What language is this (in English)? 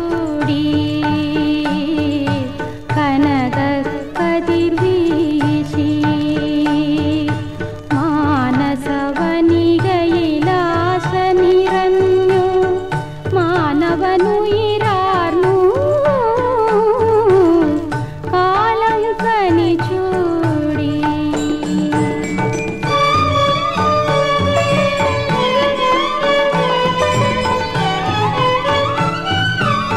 Malayalam